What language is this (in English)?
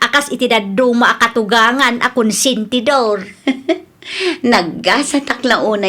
Iloko